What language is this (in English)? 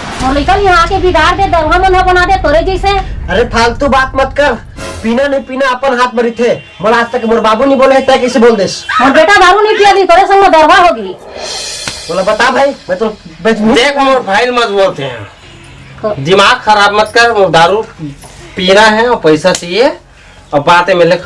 Chhattisgarhi